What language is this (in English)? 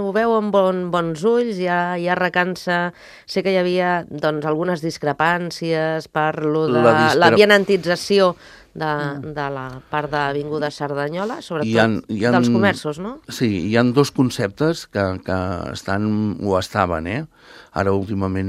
Catalan